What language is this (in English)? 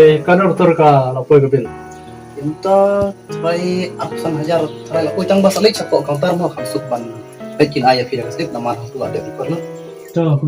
Khasi